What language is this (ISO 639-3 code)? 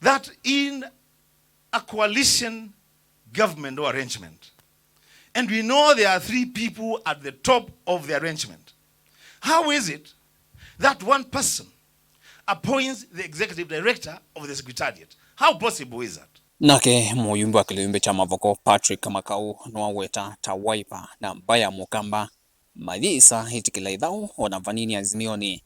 kam